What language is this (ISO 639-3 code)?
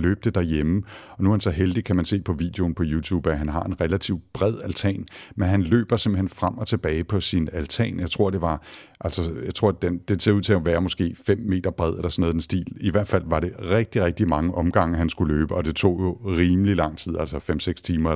dan